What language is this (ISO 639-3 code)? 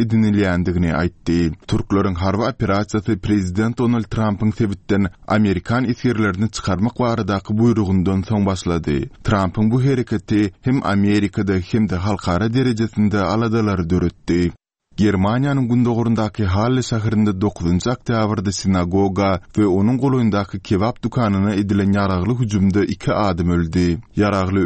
tuk